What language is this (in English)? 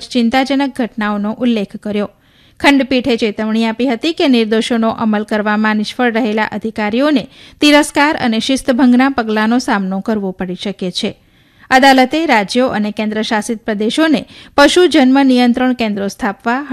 Gujarati